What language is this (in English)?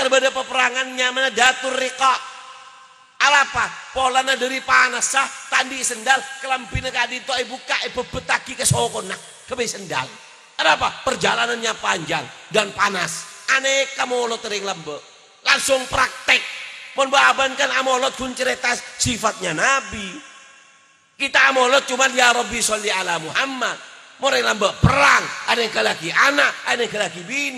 Madurese